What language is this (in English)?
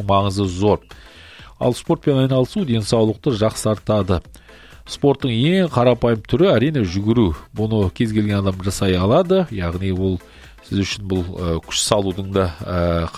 Kazakh